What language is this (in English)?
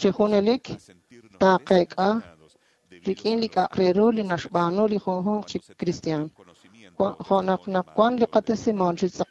Kekchí